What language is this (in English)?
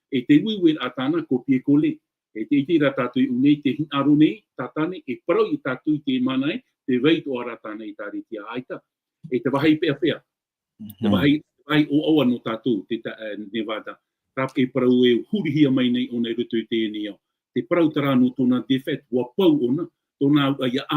Tahitian